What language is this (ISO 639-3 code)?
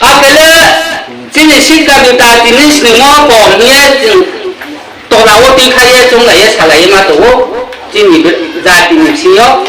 ria